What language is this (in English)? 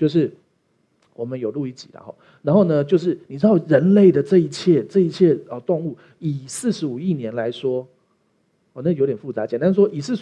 Chinese